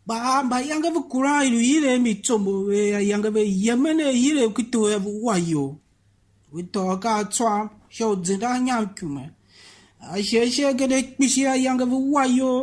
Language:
Tiv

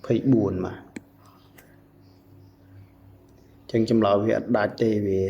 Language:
Khmer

